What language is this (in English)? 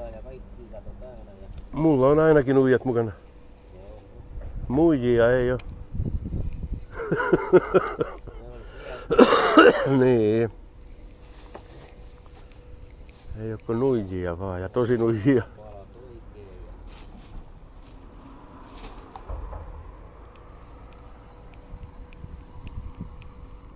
Finnish